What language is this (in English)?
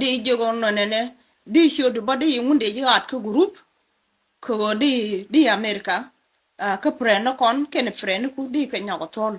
Nuer